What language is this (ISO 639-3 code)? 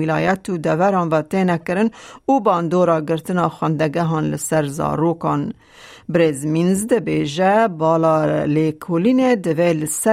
kur